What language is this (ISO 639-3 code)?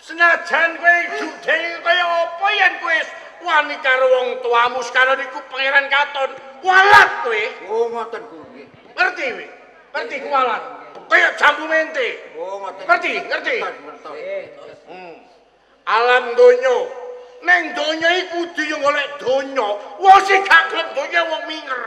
jav